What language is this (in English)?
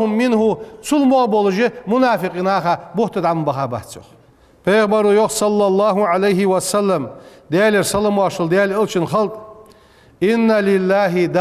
Ingush